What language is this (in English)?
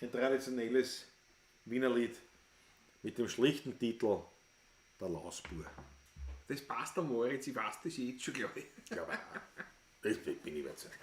Bavarian